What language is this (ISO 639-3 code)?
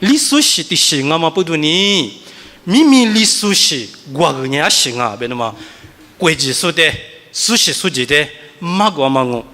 lis